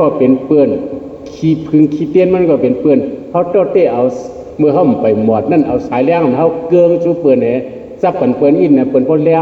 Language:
Shan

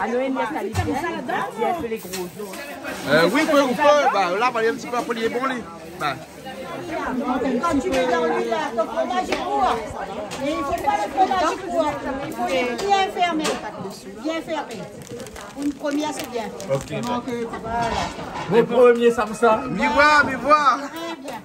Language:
Réunion Creole French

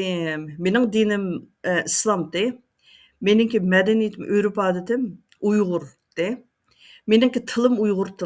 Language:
Uyghur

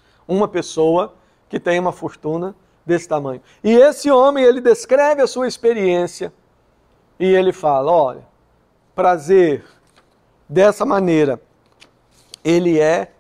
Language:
Portuguese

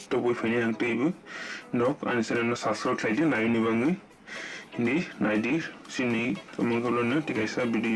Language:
Kok Borok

